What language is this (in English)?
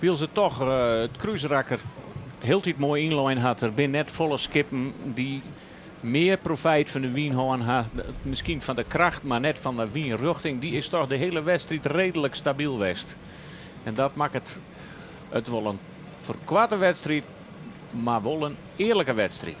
Western Frisian